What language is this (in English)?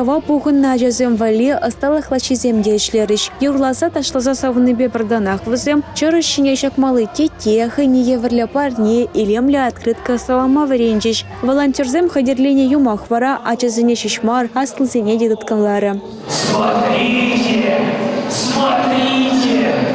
Chuvash